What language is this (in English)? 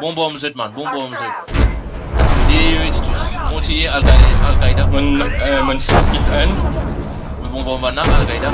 Morisyen